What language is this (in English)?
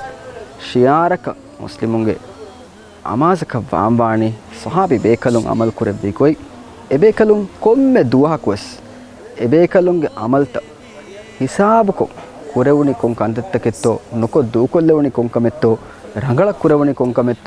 Divehi